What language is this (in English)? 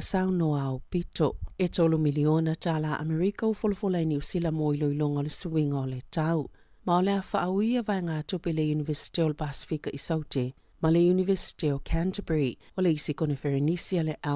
Samoan